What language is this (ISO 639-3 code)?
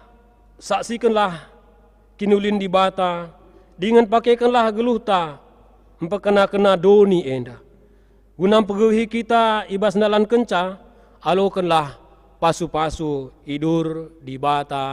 btx